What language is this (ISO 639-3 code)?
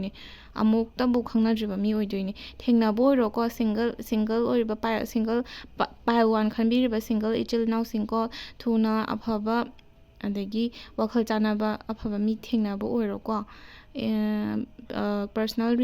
mni